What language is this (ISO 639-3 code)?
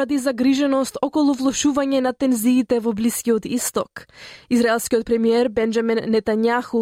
mkd